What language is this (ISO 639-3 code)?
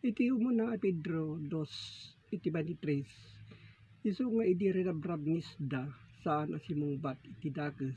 ilo